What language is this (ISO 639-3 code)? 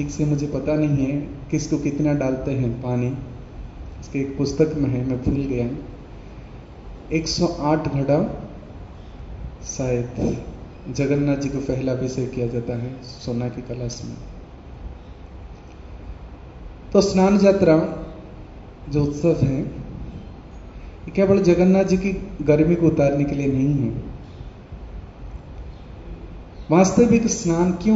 hin